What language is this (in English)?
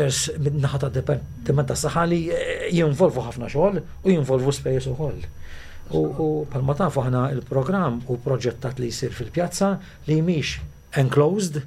Maltese